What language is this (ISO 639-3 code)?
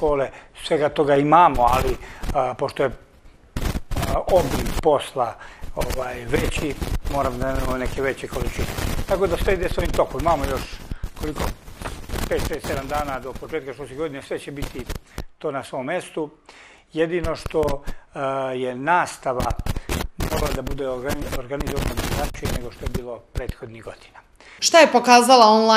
srp